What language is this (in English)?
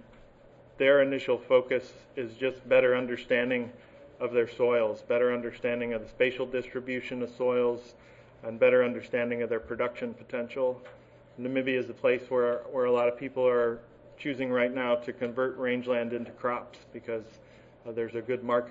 English